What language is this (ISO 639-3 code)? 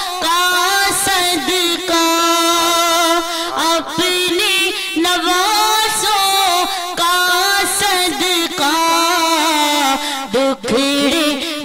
urd